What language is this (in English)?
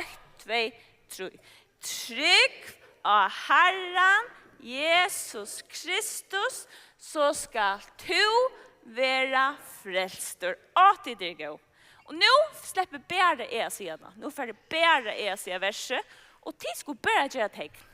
Faroese